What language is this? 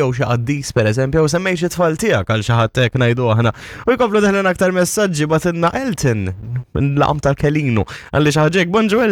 Maltese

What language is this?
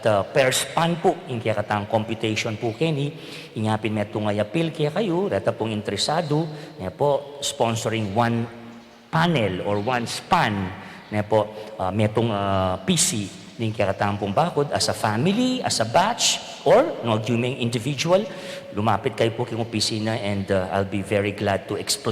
Pampanga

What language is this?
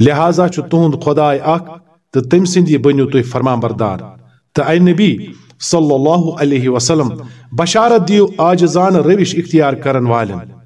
Kashmiri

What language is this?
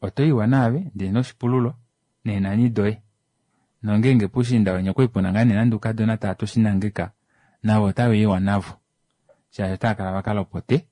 Kuanyama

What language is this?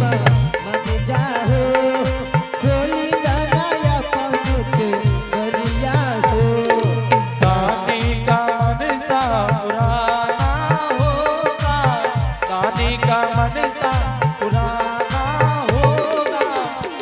Angika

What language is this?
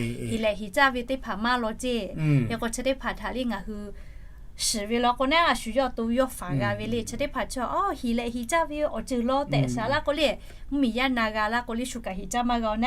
Lahu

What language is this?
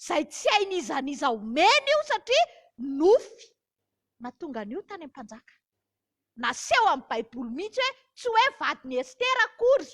Malagasy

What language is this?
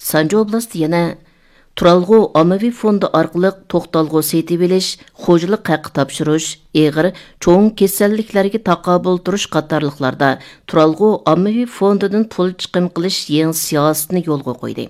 Uyghur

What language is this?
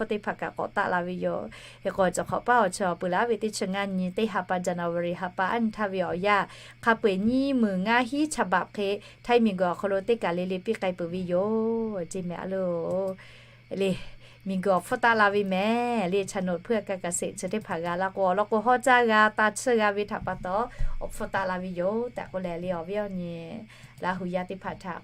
Lahu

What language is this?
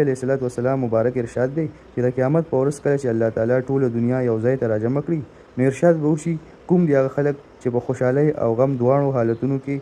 Pashto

